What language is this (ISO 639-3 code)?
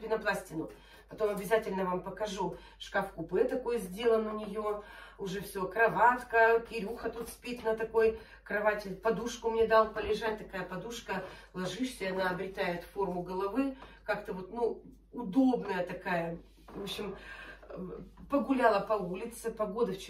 rus